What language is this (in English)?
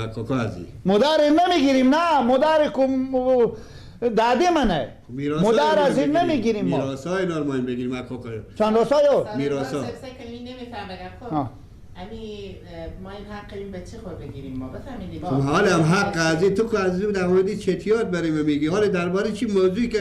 Persian